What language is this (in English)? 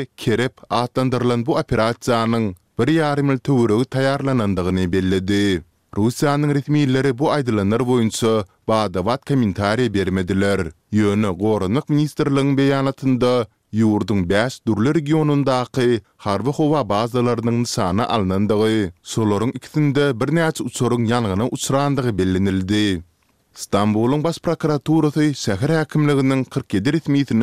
Turkmen